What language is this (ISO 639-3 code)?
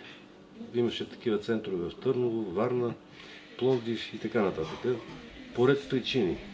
bul